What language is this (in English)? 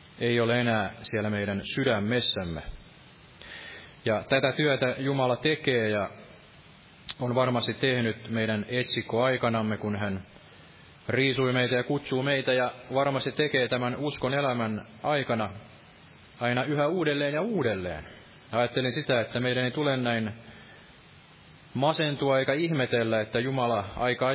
Finnish